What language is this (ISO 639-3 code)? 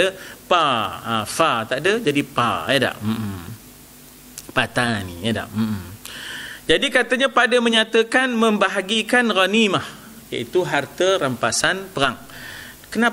msa